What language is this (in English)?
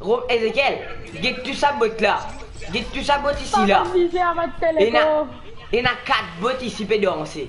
Morisyen